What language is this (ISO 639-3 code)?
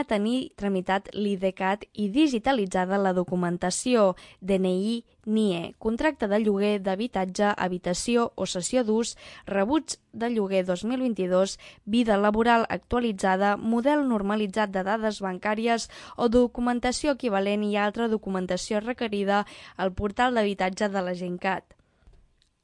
cat